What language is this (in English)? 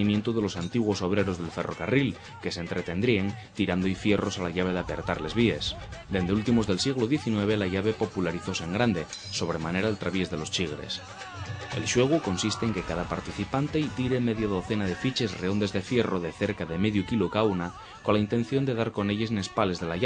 Asturian